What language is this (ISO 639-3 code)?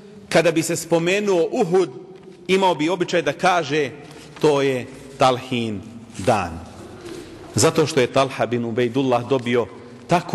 bos